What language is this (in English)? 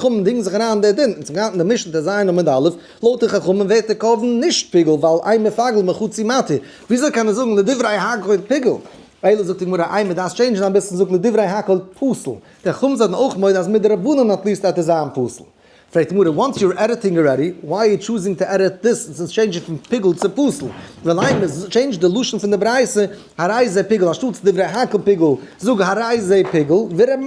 Yiddish